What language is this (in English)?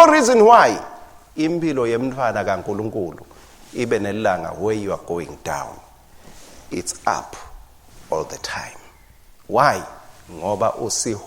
Swati